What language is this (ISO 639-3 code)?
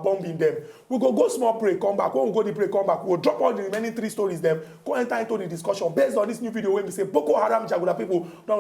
pcm